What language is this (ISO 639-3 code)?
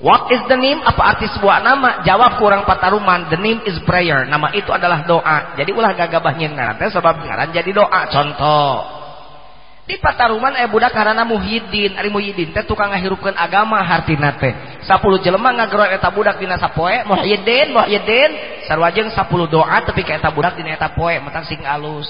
sun